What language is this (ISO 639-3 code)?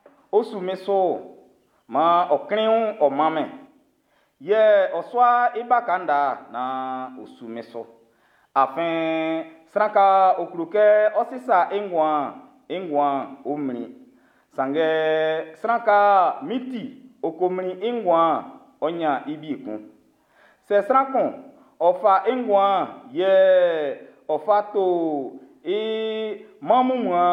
bci